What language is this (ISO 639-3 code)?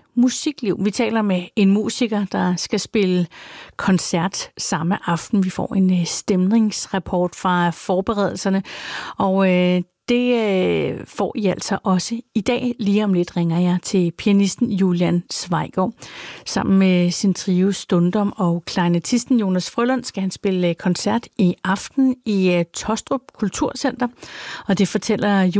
dan